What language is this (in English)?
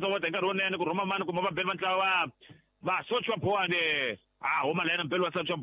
Tsonga